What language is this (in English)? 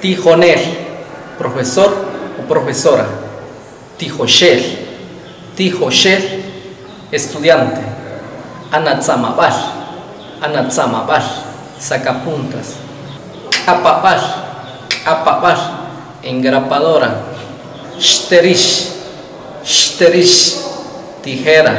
Achi